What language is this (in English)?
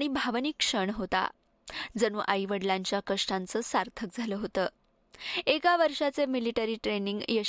Marathi